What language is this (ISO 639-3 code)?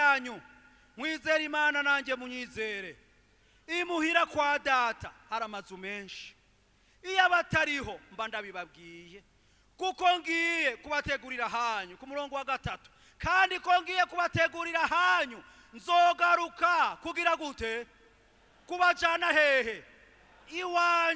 run